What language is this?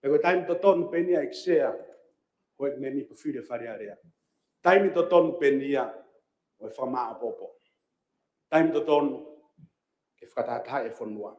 Tongan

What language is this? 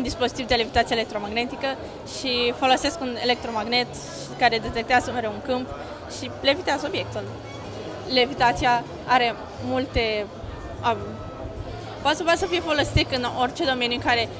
Romanian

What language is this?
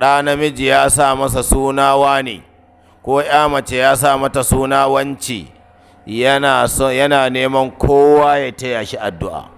Hausa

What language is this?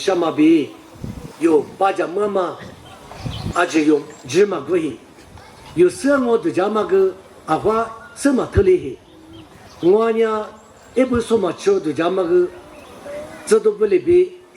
Lisu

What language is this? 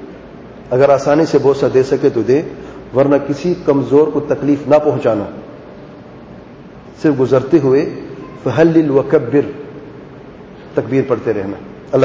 Urdu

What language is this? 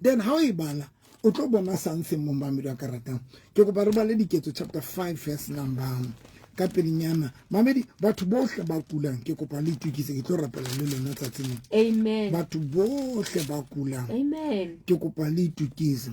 Southern Sotho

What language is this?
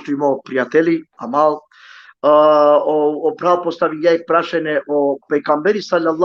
Balkan Romani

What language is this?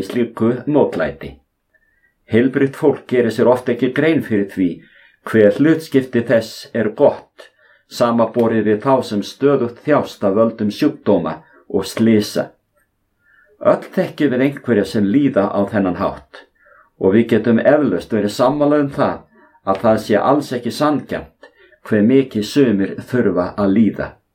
Icelandic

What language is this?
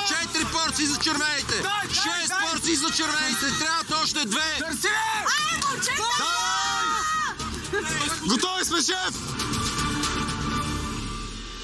Bulgarian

